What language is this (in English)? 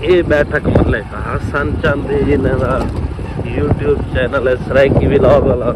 Saraiki